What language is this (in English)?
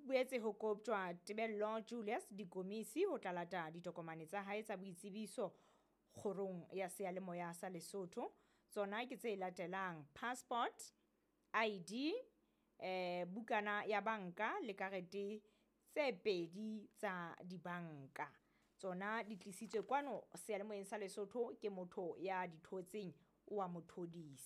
Southern Sotho